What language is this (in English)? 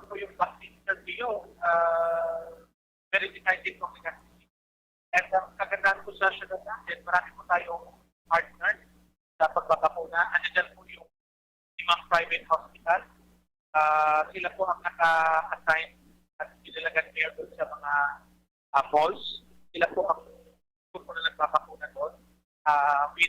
Bikol